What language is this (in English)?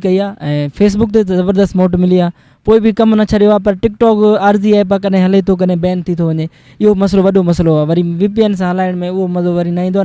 Sindhi